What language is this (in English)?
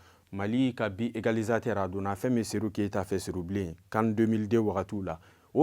Bambara